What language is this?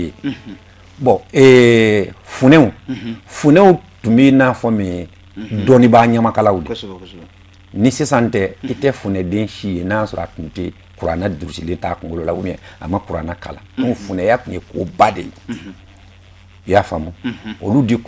Bambara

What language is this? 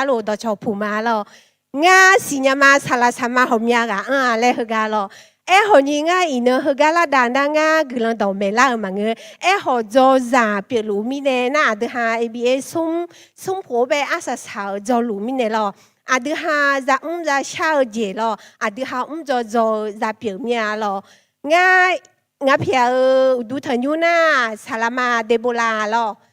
Akha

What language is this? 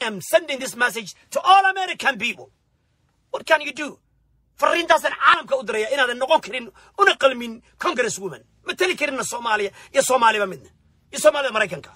Somali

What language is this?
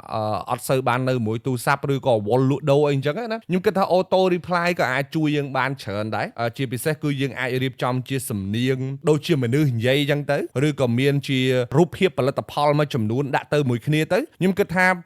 Khmer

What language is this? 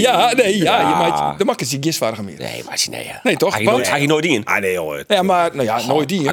Western Frisian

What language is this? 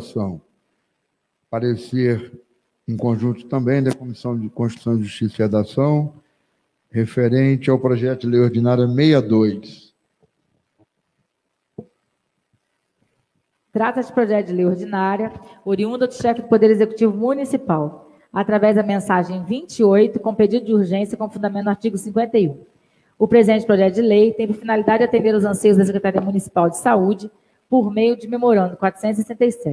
Portuguese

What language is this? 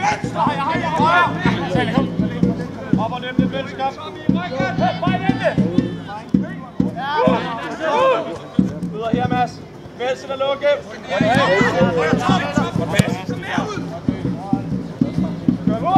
Danish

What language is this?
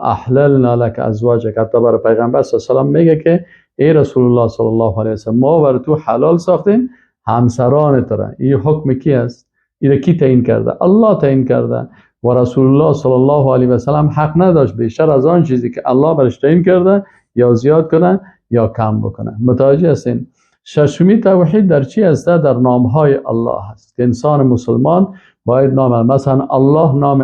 Persian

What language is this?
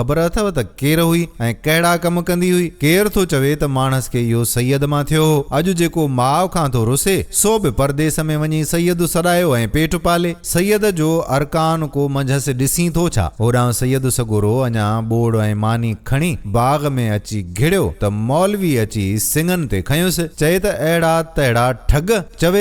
Sindhi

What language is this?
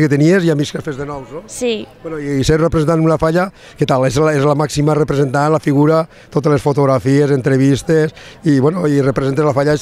Catalan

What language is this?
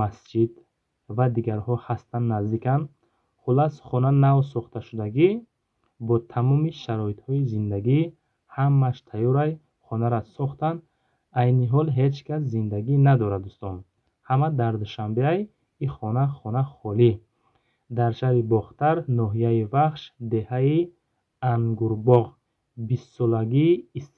Tajik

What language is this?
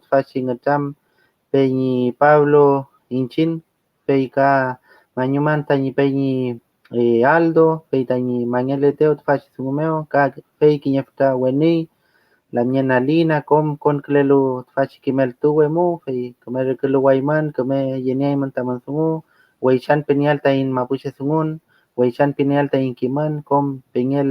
Mapuche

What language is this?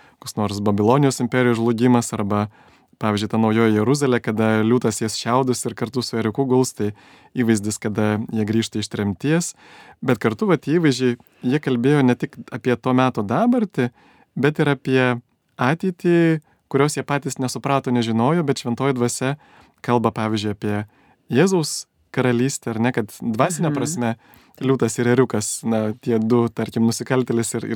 Lithuanian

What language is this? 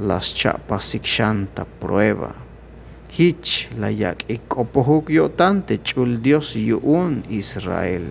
Tzeltal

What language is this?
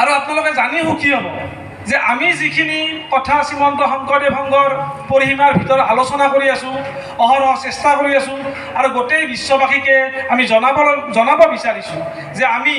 Assamese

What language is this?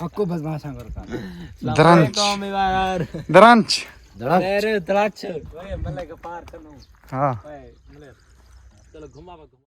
Saraiki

